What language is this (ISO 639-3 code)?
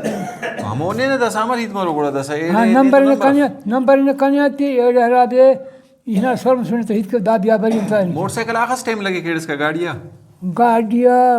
brh